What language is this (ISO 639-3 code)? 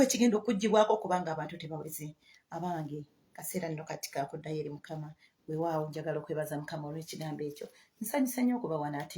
lug